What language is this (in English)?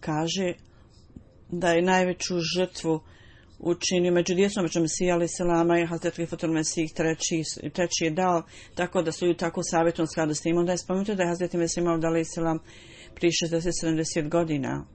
Bosnian